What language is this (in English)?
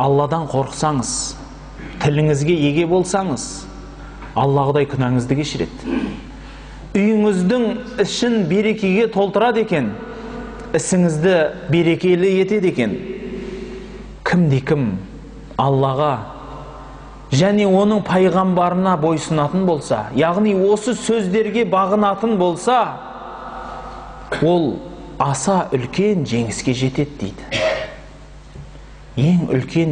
Kazakh